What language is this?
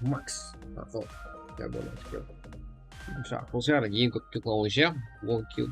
Kara-Kalpak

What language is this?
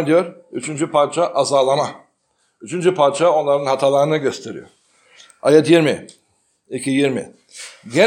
Turkish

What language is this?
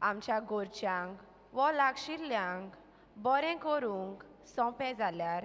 Konkani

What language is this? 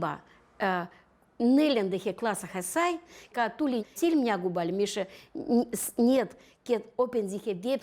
Veps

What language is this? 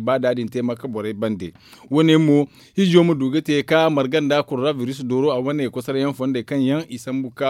Zarma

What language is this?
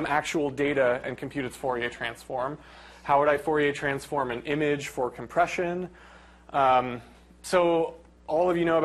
English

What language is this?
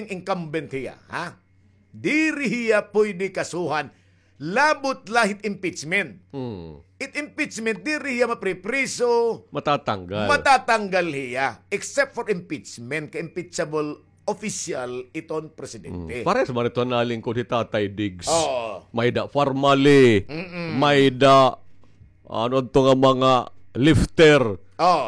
Waray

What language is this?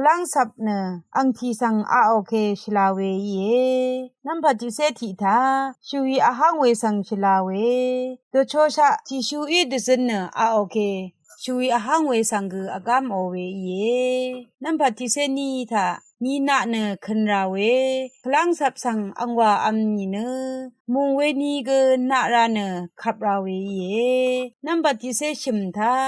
Rawang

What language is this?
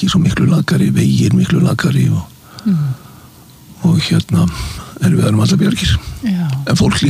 Icelandic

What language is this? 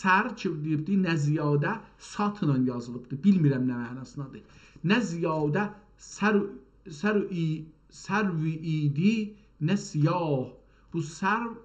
South Azerbaijani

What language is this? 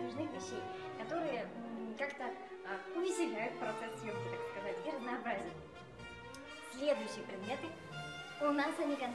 Russian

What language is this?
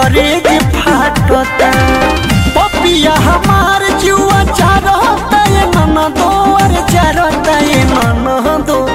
Bhojpuri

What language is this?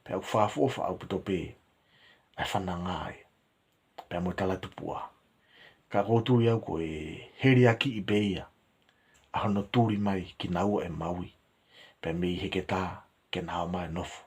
Tongan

